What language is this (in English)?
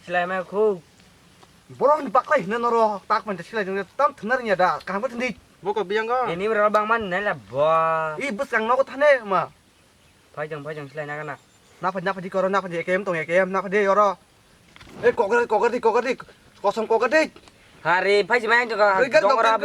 Kok Borok